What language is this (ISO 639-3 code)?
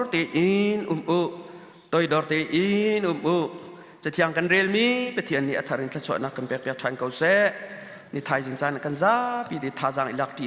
cnh